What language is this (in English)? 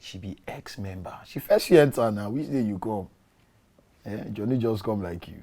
Nigerian Pidgin